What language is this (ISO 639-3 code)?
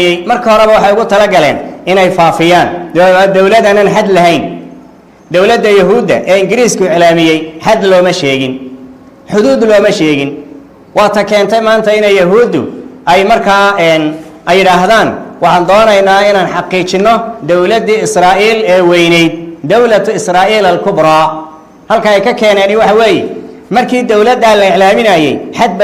som